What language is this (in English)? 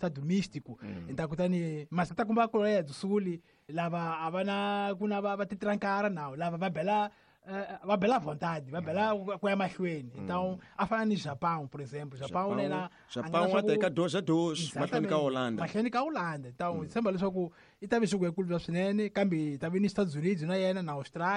Tsonga